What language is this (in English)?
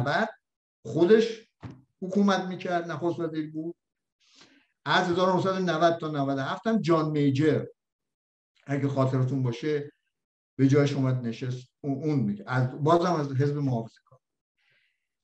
Persian